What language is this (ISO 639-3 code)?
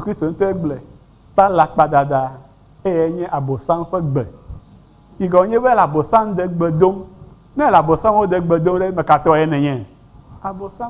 ewe